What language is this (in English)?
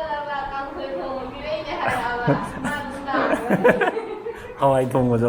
Manipuri